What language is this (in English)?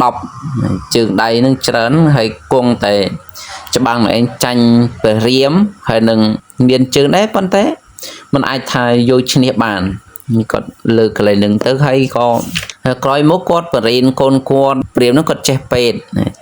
Khmer